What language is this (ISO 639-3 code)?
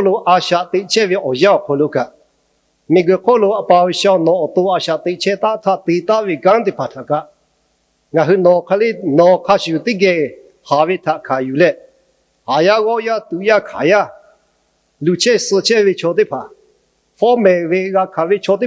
lhu